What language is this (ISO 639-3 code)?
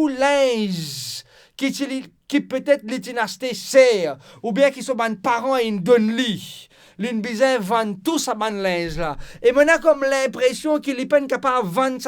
mfe